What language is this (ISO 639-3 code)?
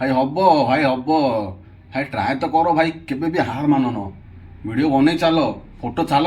ori